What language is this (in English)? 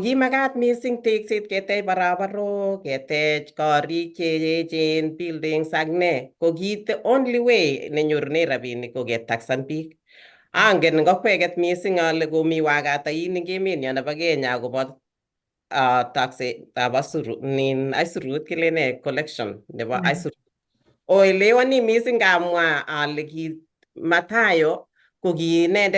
Kalenjin